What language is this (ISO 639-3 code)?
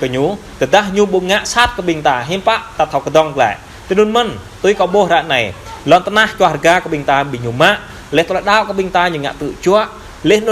jra